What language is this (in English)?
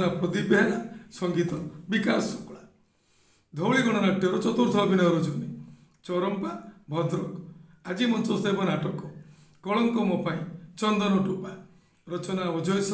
Odia